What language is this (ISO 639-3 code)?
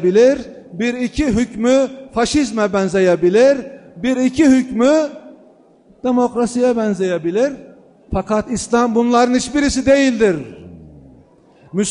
tur